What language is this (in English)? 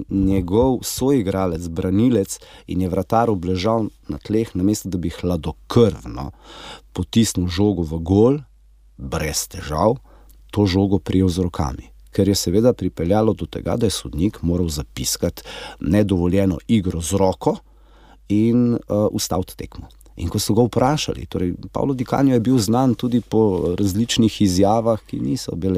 Slovenian